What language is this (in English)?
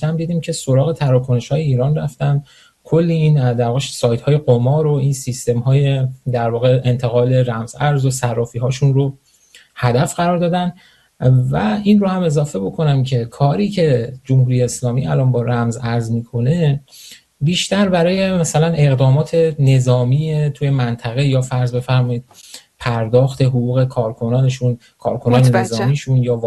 Persian